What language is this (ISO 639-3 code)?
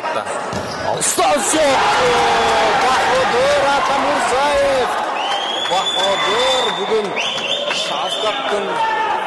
kir